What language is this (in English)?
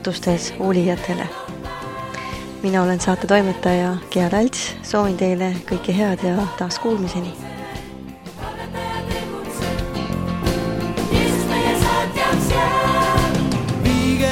Estonian